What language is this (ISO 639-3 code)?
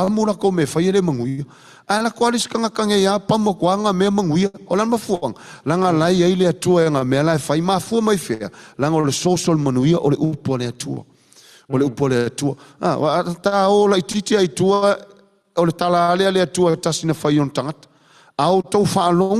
smo